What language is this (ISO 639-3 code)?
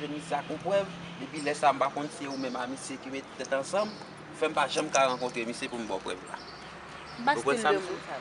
hat